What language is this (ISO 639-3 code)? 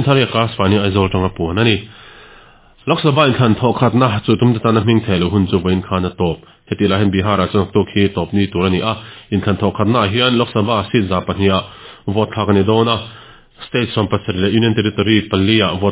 lus